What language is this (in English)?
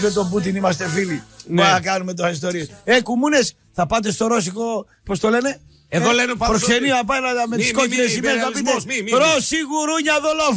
Greek